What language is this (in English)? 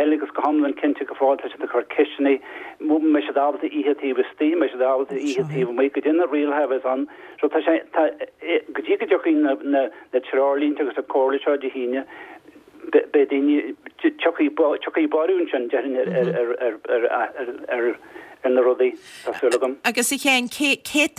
Irish